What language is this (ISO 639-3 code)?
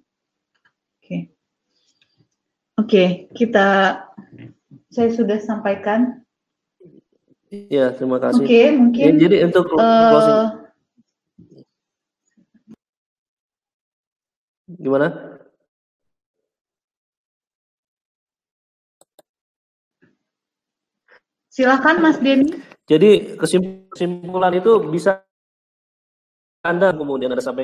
ind